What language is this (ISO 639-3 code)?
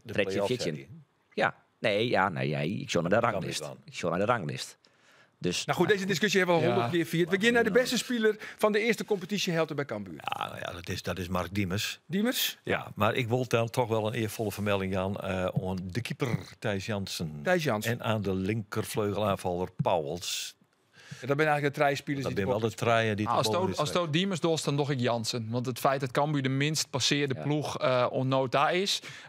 fry